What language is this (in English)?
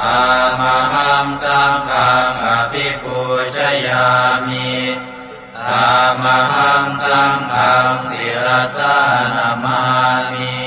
Pali